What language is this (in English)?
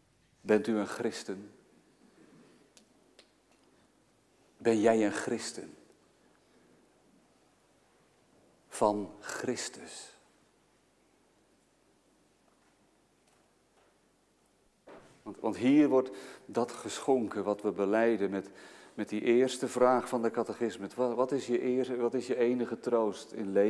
Dutch